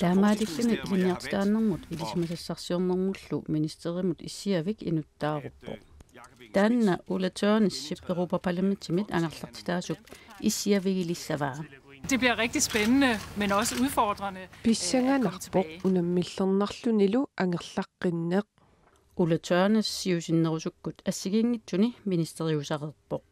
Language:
Kalaallisut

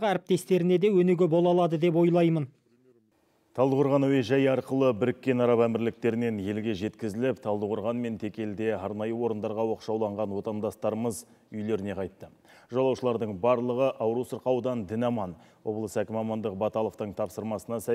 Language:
Kazakh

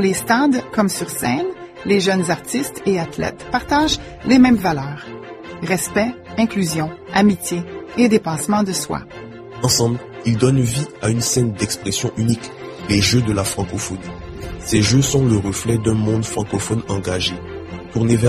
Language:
French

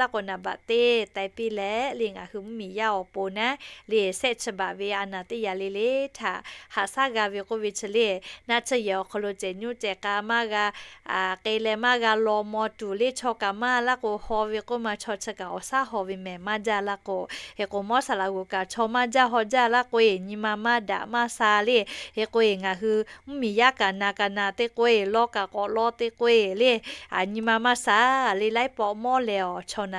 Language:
Lahu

